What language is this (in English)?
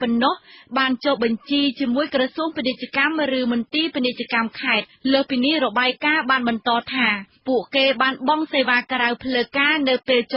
Khmer